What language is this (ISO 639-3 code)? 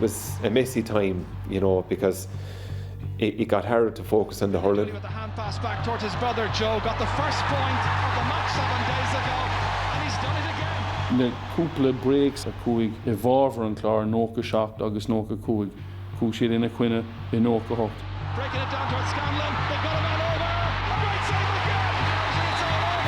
gle